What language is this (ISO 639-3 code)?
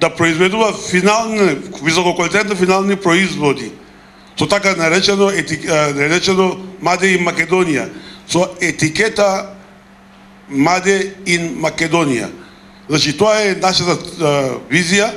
mkd